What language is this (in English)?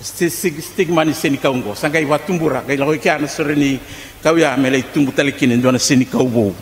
Fijian